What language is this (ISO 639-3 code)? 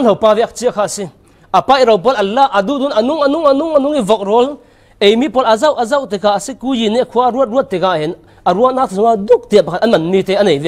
cfm